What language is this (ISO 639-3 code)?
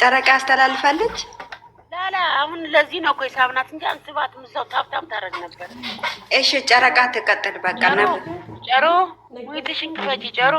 amh